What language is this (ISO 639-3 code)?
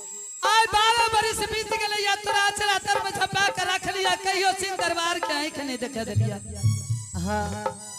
anp